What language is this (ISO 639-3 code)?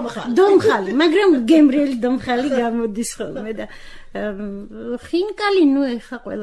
kat